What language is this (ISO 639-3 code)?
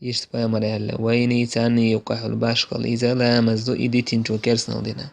che